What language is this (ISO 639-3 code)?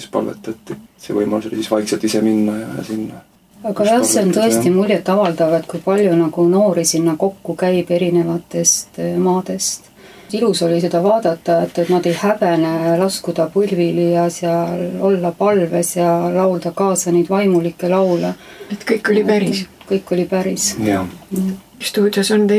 est